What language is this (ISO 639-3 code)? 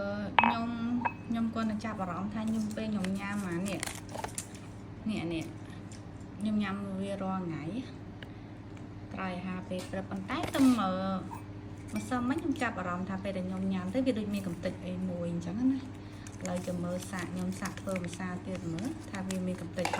khm